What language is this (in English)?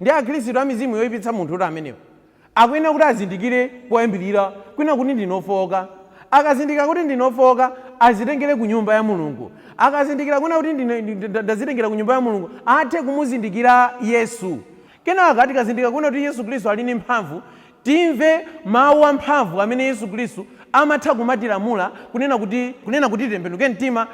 Nyanja